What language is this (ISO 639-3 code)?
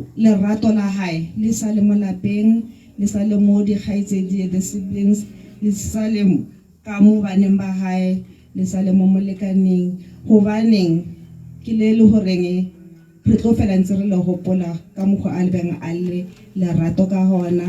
tsn